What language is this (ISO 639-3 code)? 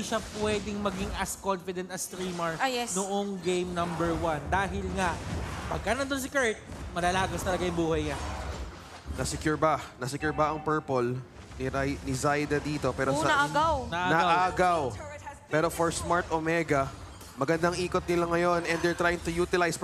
fil